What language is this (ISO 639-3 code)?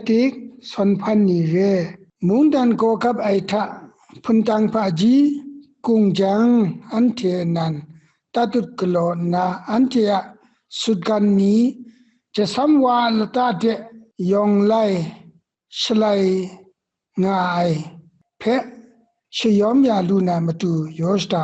kac